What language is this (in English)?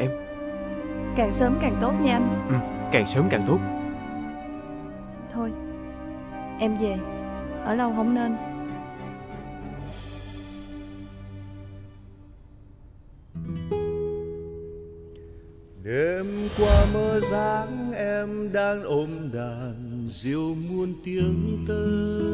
Vietnamese